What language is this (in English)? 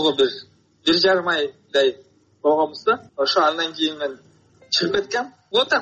Kyrgyz